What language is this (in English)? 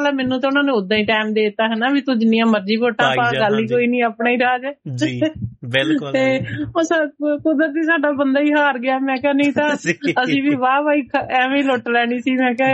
Punjabi